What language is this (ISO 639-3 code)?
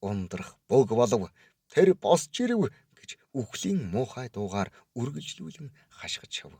mon